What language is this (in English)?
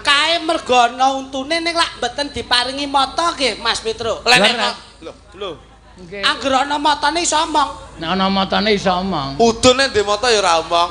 Javanese